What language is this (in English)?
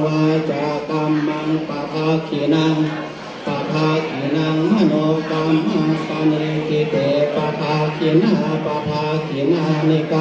Pali